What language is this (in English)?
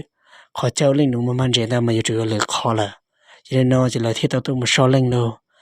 Hmong